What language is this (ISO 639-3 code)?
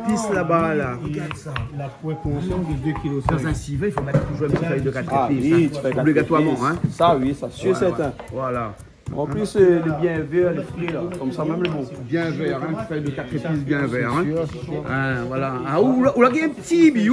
rcf